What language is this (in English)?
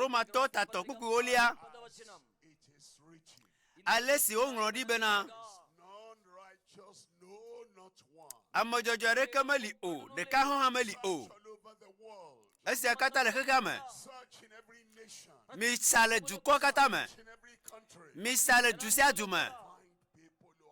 Ewe